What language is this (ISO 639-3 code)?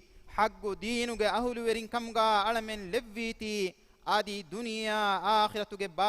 div